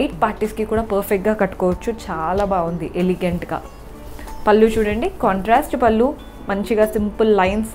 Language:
Telugu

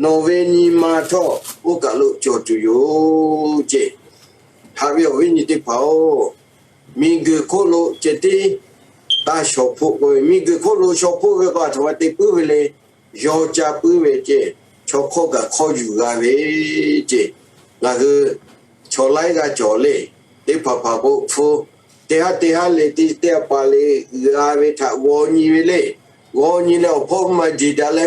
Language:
Lahu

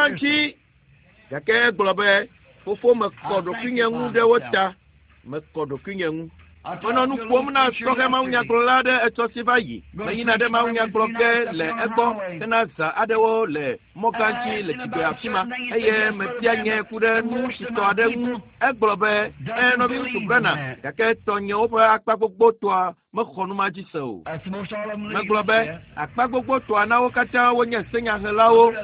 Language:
Ewe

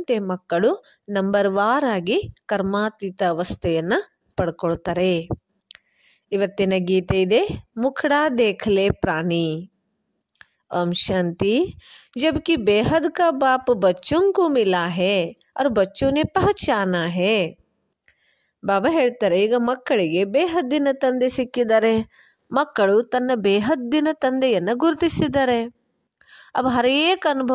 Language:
Kannada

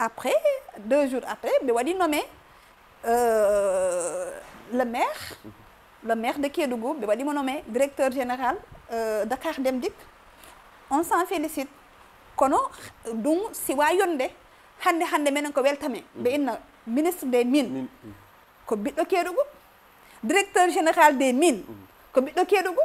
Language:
Fula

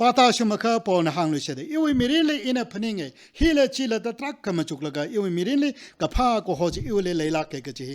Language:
Tangkhul Naga (India)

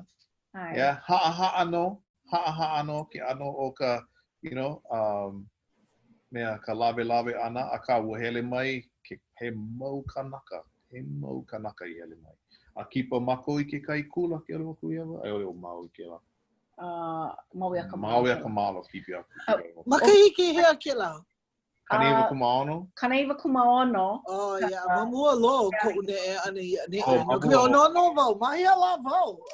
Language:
Hawaiian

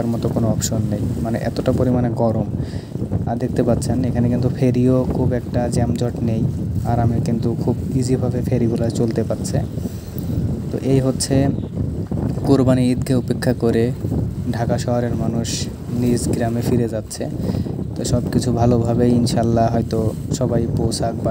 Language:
Bangla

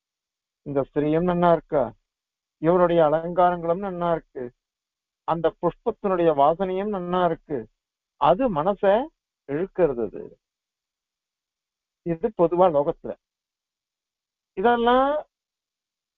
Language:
Tamil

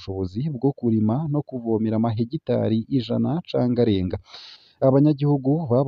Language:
Rundi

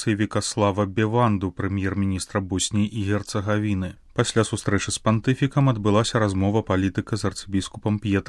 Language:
Belarusian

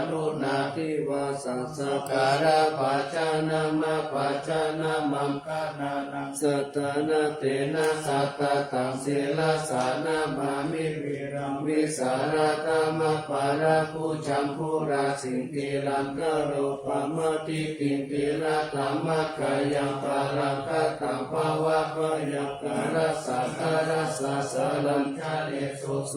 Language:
Pali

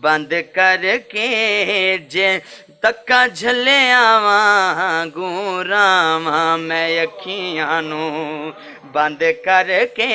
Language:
Western Panjabi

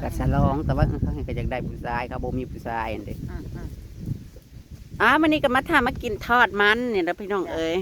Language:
Northeastern Thai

